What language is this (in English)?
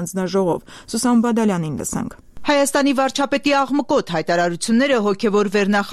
Armenian